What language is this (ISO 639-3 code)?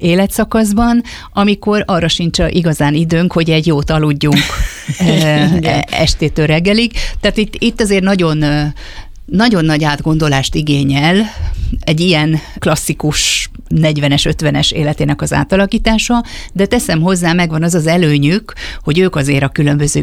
hun